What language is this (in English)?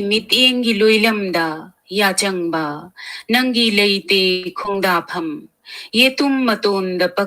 Manipuri